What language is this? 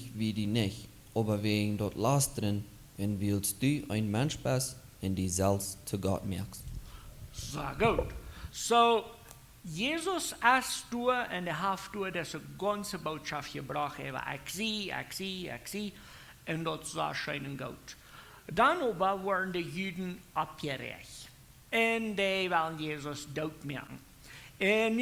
Plautdietsch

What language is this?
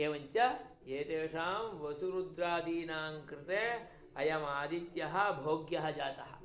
Sanskrit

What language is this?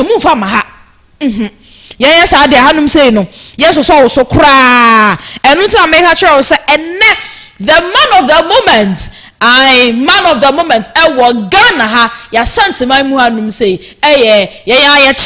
Akan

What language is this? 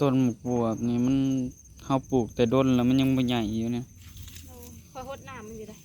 Northeastern Thai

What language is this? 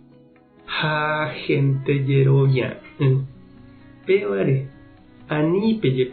Guarani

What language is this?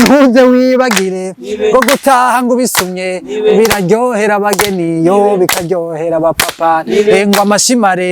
Rundi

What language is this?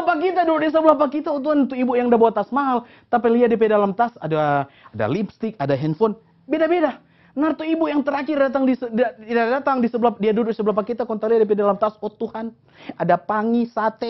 Manado Malay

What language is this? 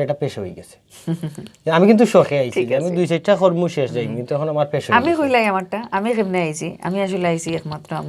Sylheti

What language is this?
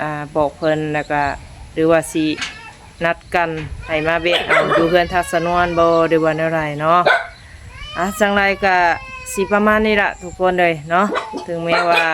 Lao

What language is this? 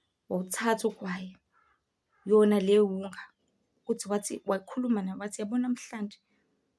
Zulu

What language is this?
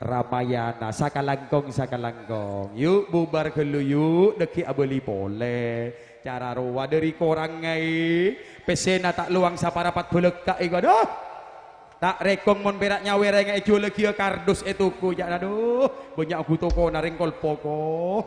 Madurese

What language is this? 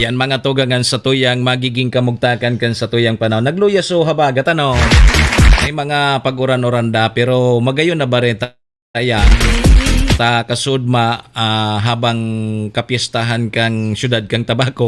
Bikol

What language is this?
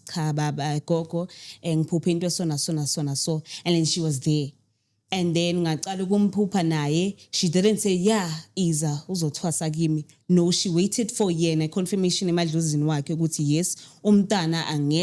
Zulu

